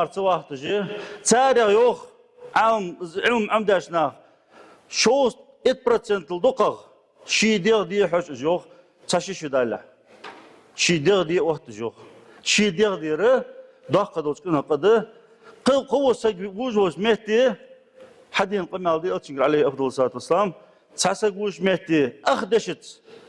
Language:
Ingush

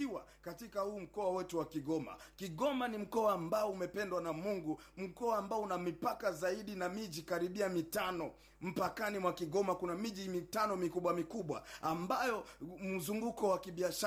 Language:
Swahili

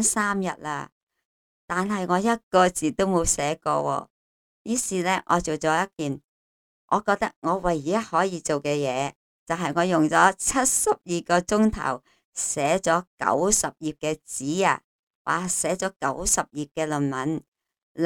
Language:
Cantonese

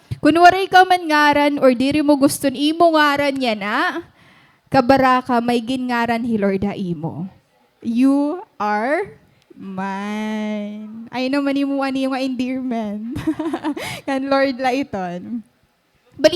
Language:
Waray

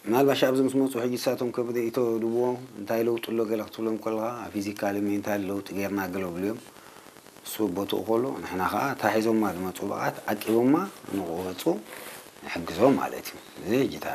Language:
Tigrinya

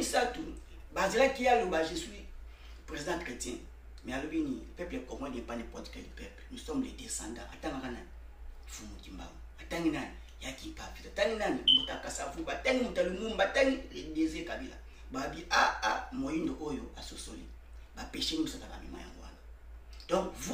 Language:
Lingala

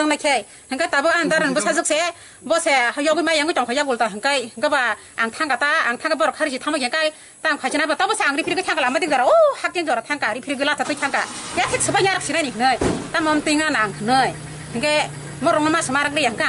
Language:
Kok Borok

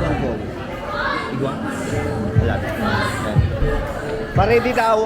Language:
Bikol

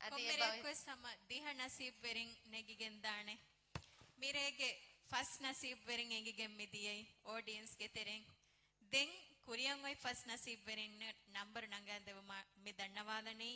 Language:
Divehi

